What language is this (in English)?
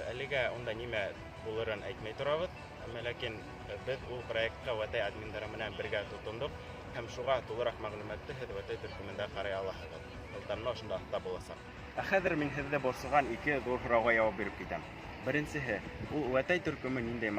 Bashkir